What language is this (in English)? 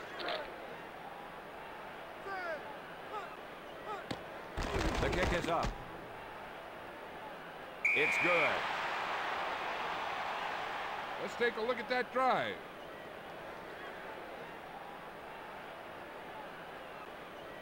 English